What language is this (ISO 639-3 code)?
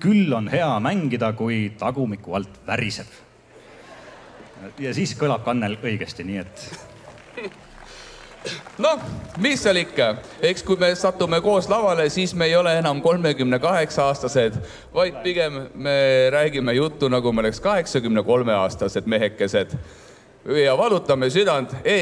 est